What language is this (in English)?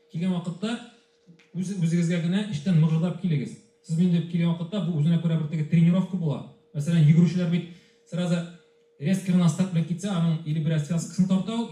Tatar